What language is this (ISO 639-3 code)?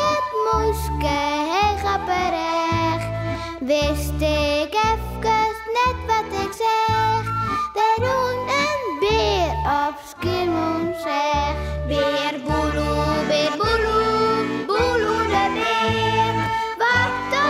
fry